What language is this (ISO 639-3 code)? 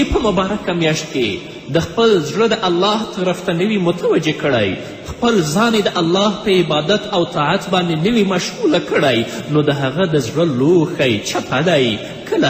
pus